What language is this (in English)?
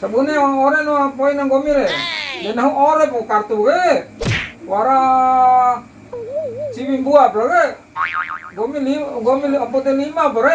Bima